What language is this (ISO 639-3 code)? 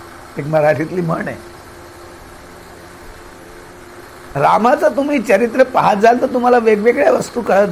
mar